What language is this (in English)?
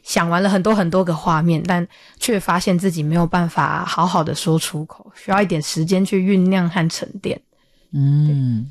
Chinese